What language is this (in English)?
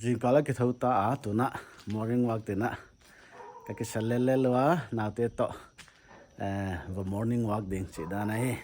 Paite Chin